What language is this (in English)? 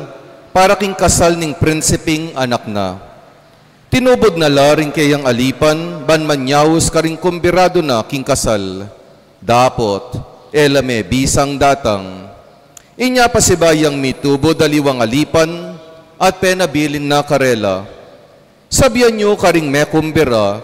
Pampanga